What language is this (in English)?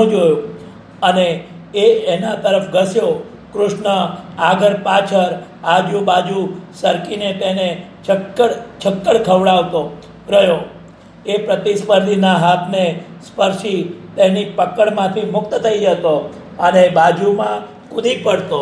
Gujarati